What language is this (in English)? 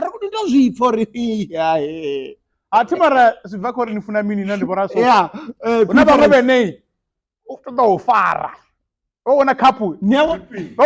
Venda